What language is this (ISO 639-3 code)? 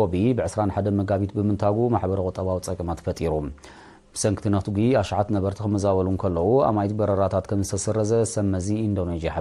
tir